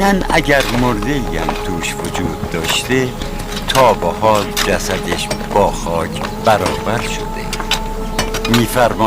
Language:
Tajik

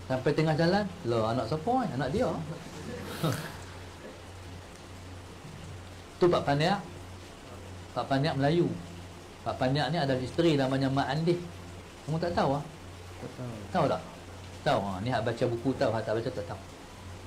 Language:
Malay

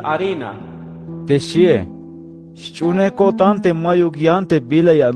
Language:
Tzeltal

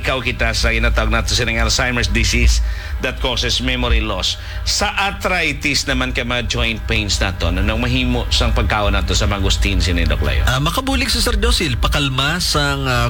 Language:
Hiligaynon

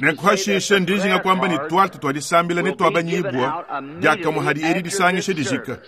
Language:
Luba-Lulua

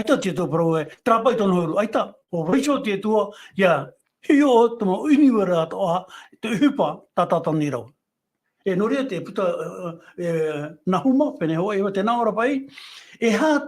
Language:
Tahitian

